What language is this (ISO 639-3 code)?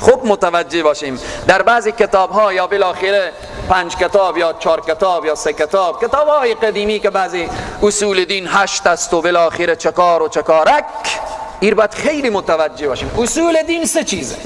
fas